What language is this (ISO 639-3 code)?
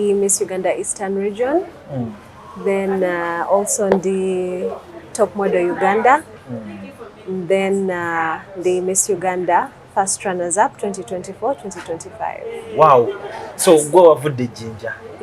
lug